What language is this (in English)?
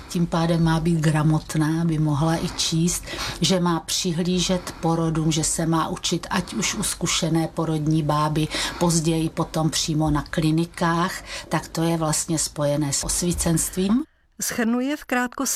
Czech